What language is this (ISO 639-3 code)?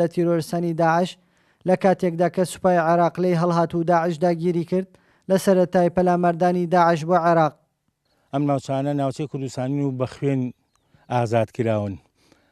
ckb